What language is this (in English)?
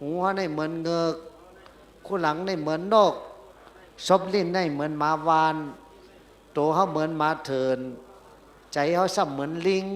Shan